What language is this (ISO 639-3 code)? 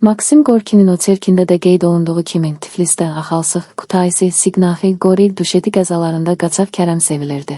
aze